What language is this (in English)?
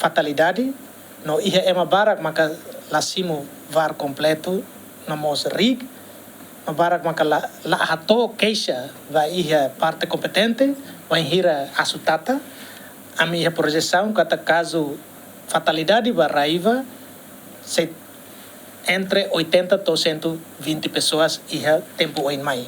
Tetum